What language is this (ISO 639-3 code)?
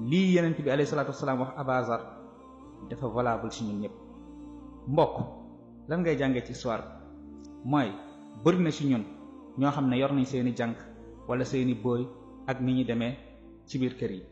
wol